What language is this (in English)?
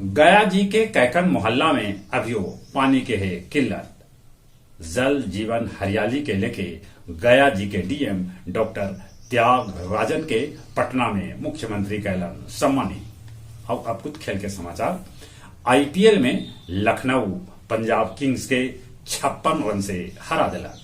Magahi